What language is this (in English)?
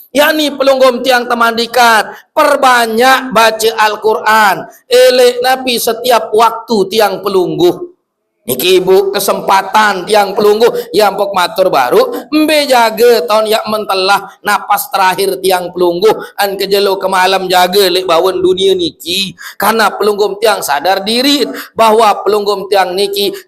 Sasak